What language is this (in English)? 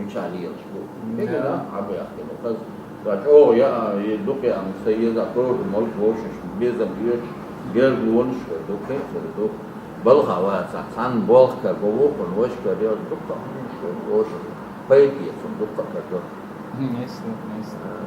Chechen